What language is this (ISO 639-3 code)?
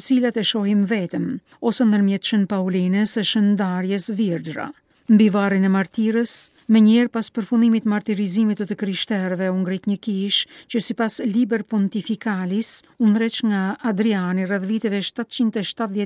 sqi